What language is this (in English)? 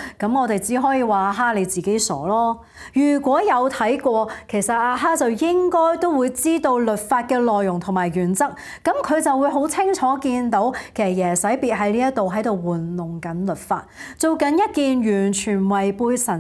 Cantonese